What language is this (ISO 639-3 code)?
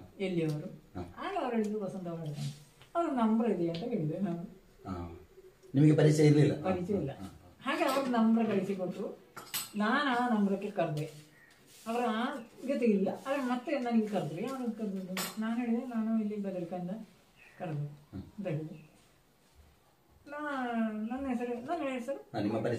kan